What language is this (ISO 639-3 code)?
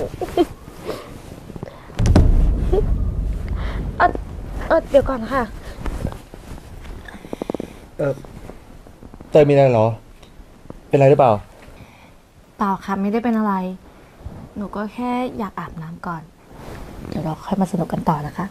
tha